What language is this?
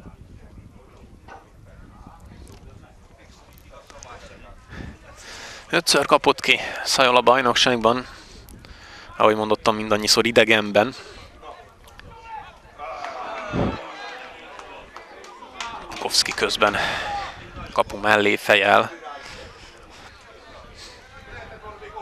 Hungarian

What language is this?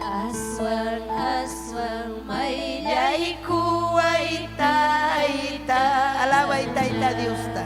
Ayacucho Quechua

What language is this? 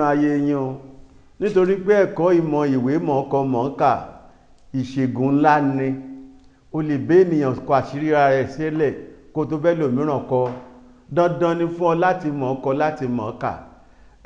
Yoruba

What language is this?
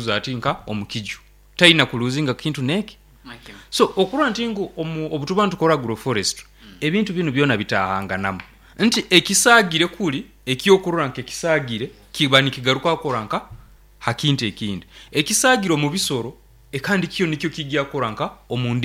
Nyankole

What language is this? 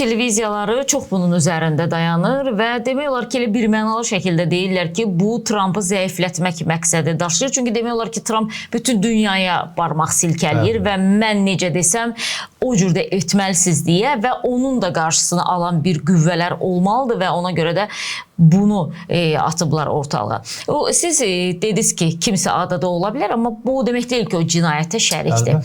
Azerbaijani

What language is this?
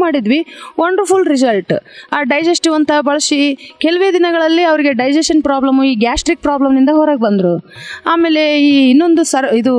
Kannada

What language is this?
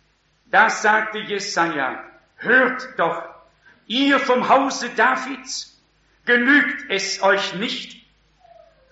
German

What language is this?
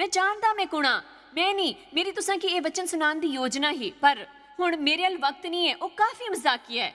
Dogri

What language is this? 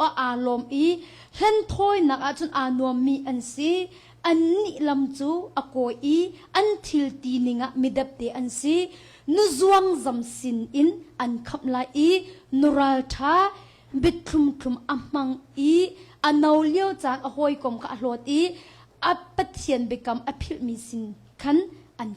Hakha Chin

